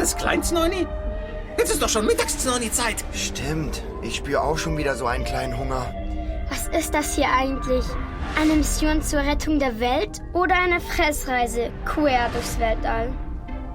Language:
Swiss German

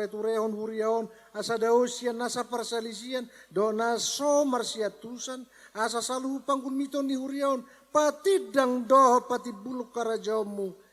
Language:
Batak Toba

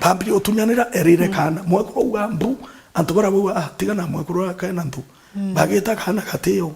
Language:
Meru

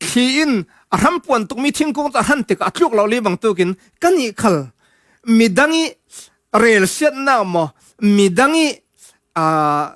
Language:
Falam Chin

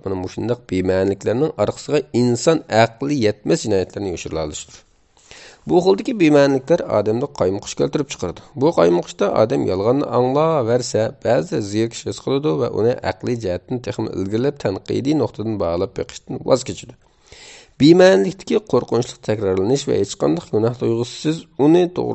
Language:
Uyghur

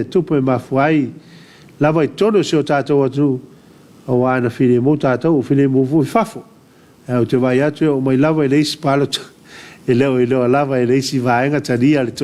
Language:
Samoan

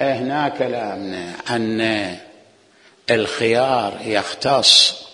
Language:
Mesopotamian Arabic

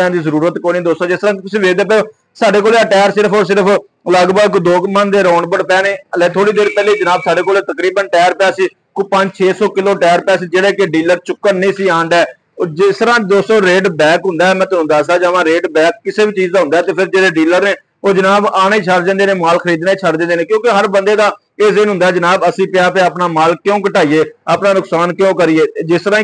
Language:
Punjabi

